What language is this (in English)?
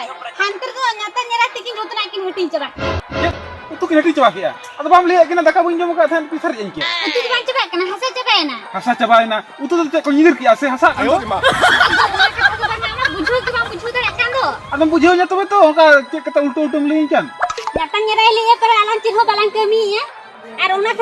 Santali